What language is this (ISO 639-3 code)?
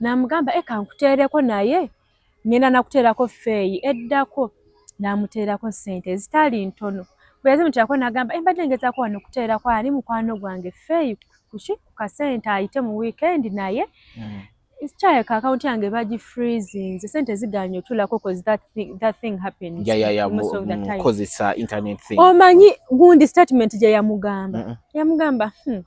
lug